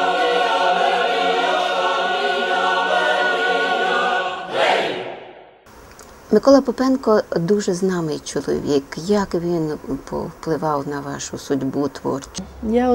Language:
Ukrainian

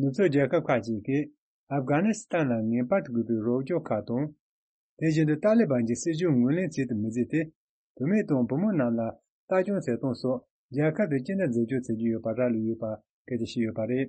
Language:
Tibetan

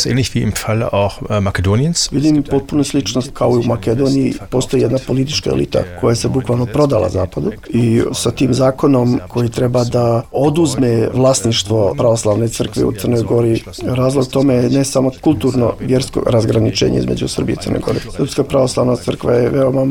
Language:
Serbian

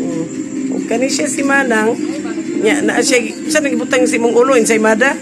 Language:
Cebuano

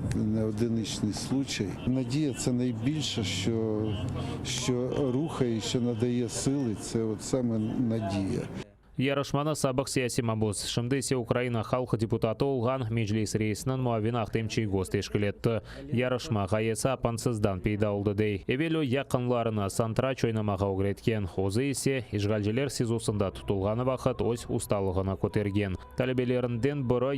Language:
Crimean Tatar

